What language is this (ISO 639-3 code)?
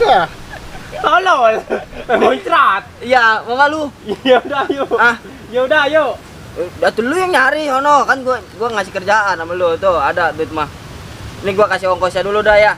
bew